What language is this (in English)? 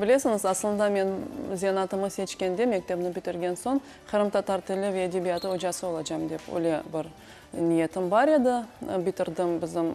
Crimean Tatar